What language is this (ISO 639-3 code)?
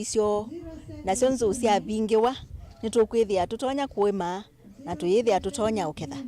kam